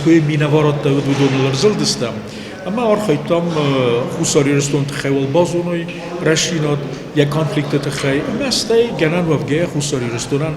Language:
Ossetic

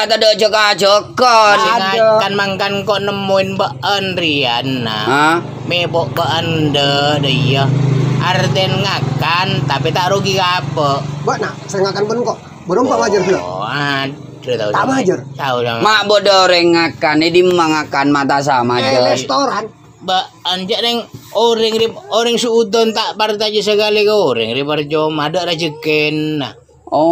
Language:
Madurese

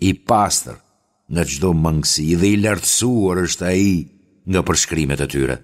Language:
Albanian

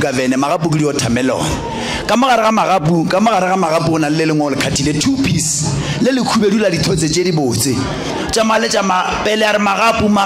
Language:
Northern Sotho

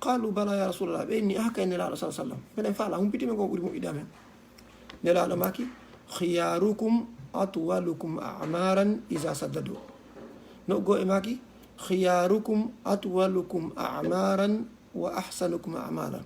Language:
Fula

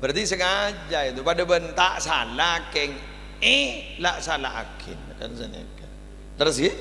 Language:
Madurese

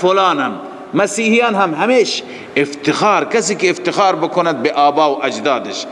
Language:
Persian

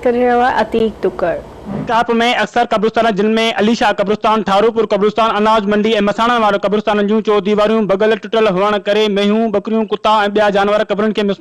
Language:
Sindhi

